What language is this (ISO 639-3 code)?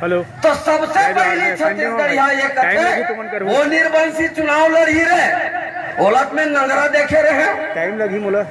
hne